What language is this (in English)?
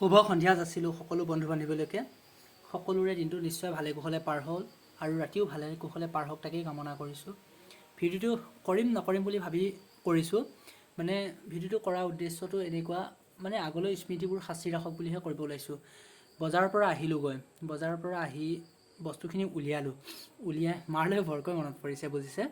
Assamese